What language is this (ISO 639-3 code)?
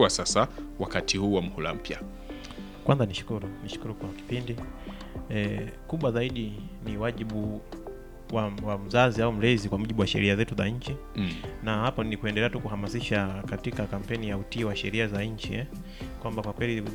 swa